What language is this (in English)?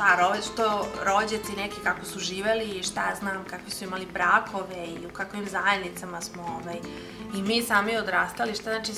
Serbian